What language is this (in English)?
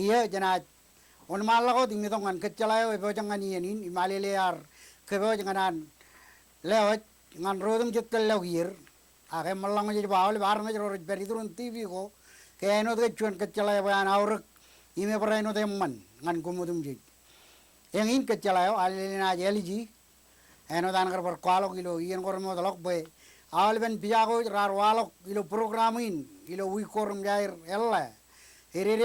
Marshallese